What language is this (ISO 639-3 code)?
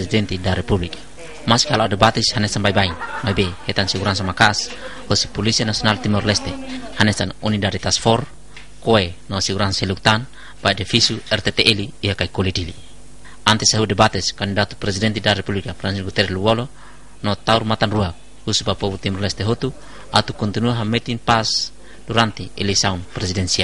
tet